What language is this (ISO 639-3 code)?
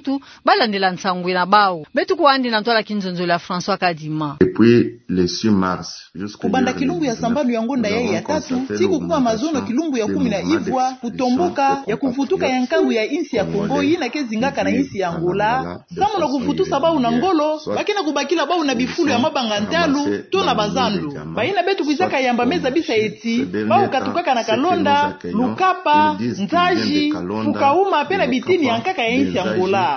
ktu